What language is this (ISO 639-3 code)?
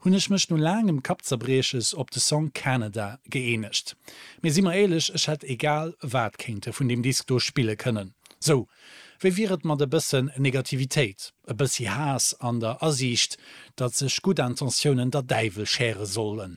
ltz